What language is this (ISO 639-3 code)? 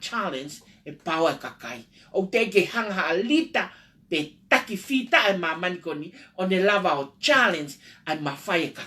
ton